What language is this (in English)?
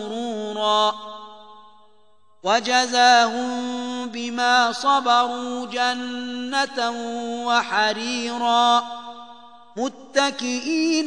Arabic